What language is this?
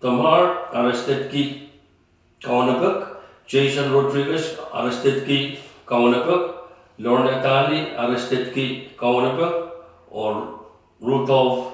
Pohnpeian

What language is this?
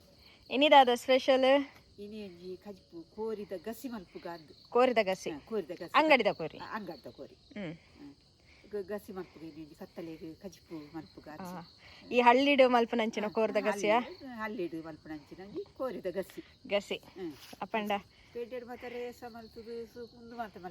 Tulu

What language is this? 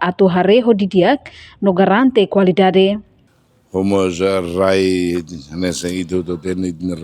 Tetum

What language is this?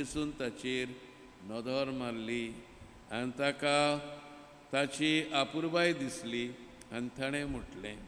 Konkani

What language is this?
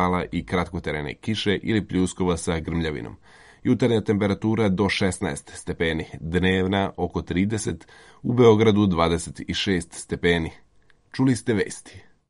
Serbian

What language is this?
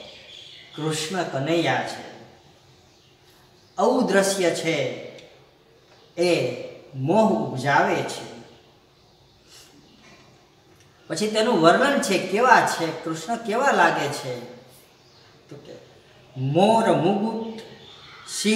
Gujarati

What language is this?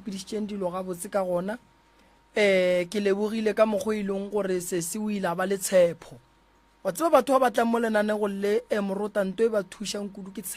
Northern Sotho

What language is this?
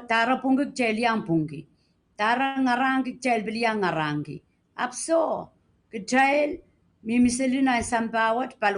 Pohnpeian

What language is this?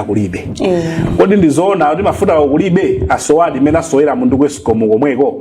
Nyanja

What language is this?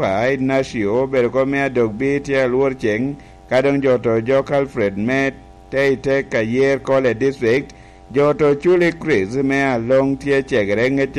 Lango (Uganda)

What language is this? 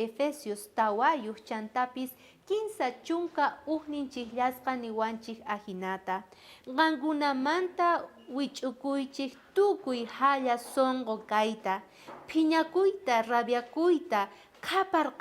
South Bolivian Quechua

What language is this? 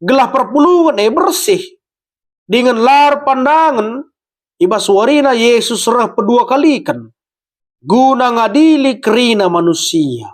Batak Karo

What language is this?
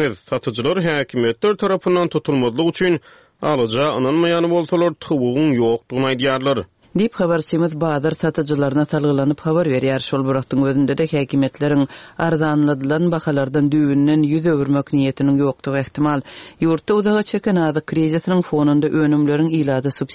Turkmen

